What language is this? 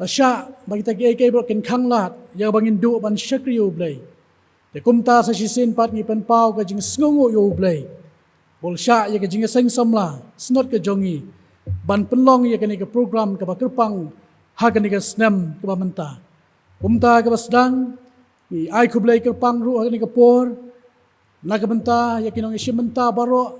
Khasi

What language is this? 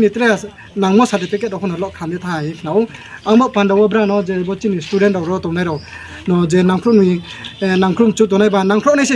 Riang (India)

